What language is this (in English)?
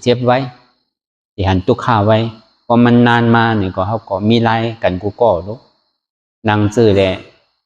Shan